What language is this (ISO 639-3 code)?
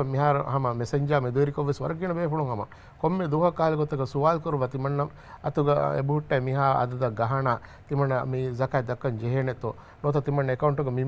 div